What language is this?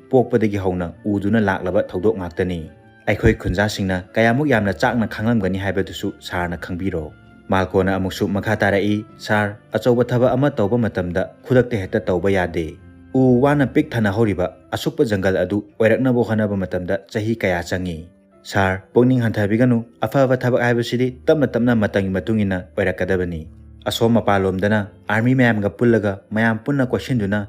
Manipuri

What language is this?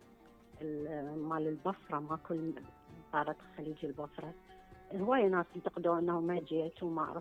Mesopotamian Arabic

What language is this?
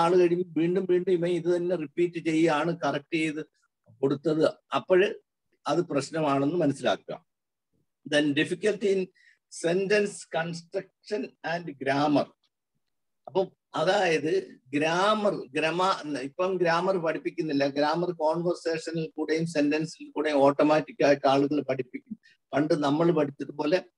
Malayalam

